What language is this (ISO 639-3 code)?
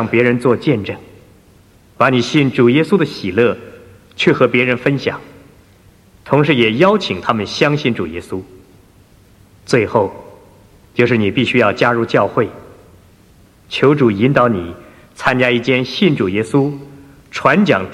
zho